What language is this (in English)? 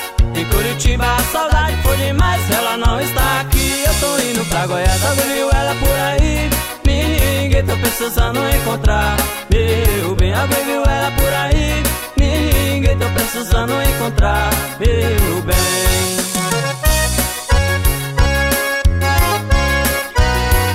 Portuguese